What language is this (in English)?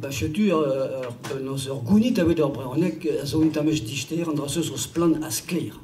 Breton